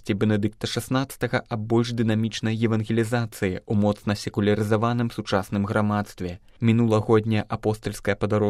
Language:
Belarusian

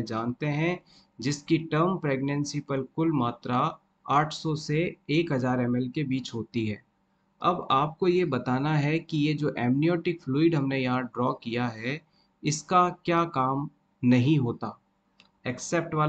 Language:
Hindi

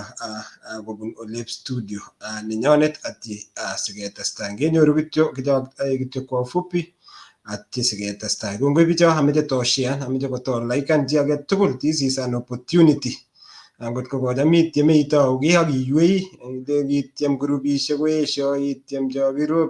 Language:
Kalenjin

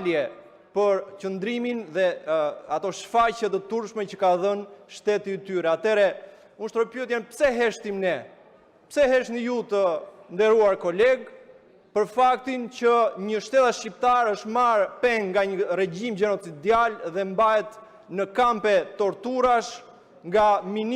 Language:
Albanian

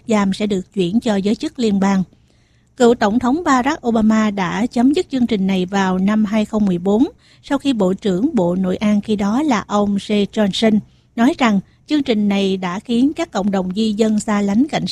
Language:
Vietnamese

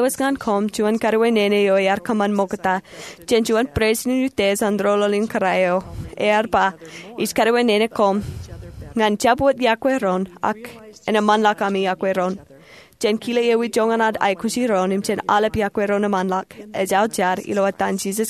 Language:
Marshallese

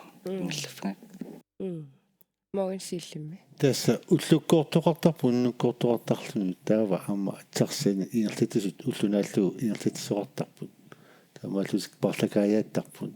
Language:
Kalaallisut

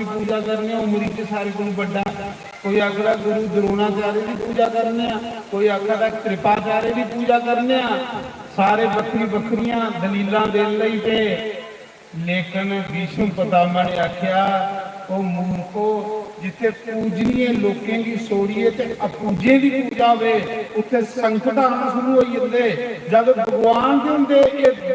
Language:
Dogri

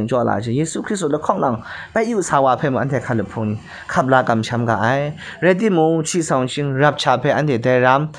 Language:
Kachin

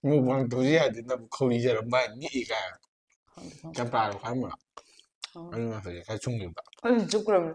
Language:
Manipuri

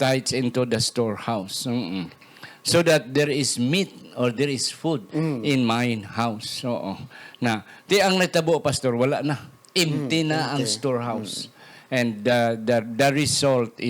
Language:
Hiligaynon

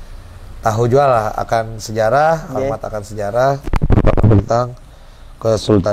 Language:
Banjar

